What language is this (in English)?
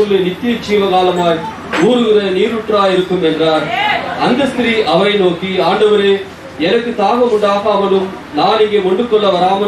Tamil